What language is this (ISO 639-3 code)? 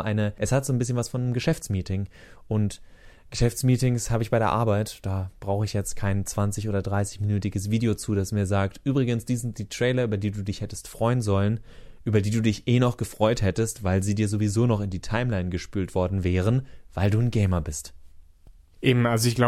deu